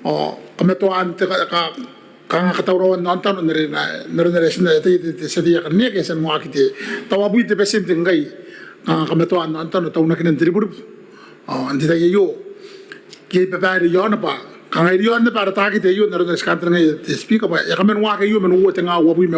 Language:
Gilbertese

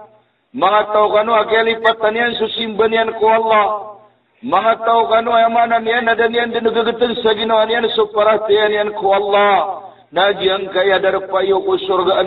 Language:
Maranao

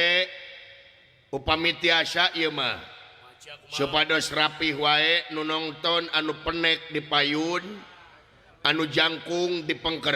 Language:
Sundanese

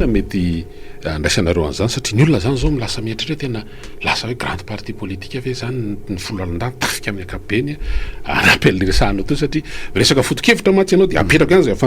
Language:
Malagasy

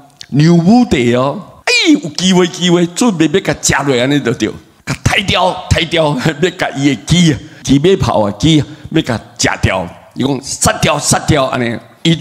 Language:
Min Nan Chinese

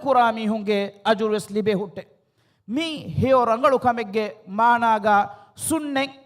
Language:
Divehi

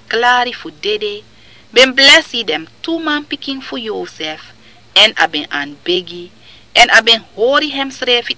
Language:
Sranan Tongo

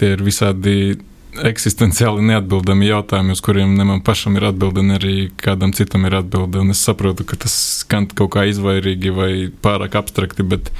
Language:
Latvian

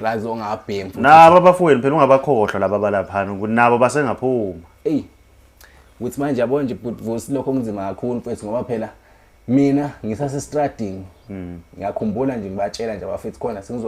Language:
Zulu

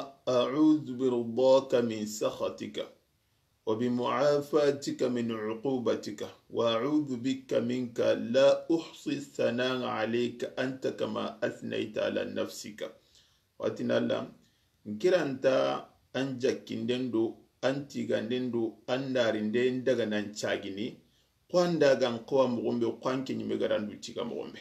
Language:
Soninke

